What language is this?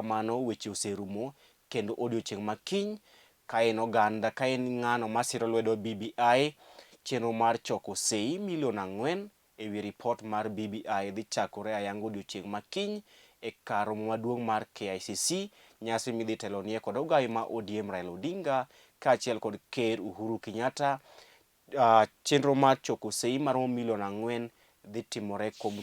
Luo (Kenya and Tanzania)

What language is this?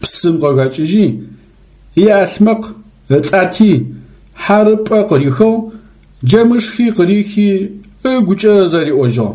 Adyghe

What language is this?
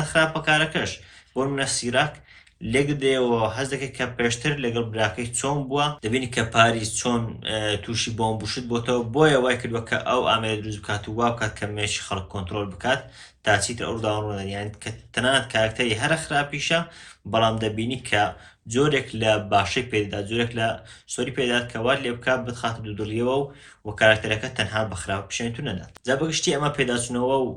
Central Kurdish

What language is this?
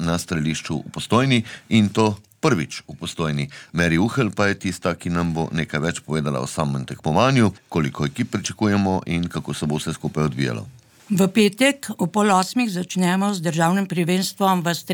Slovenian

